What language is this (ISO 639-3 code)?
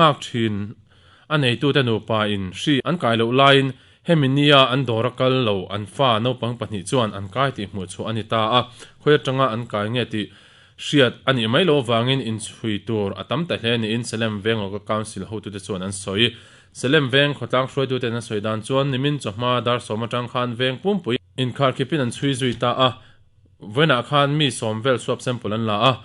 lus